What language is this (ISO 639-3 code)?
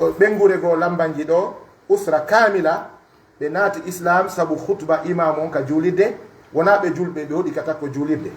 fuf